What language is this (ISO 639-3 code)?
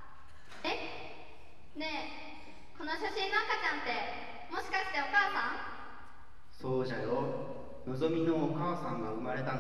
jpn